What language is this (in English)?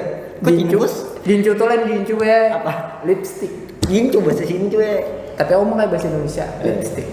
Banjar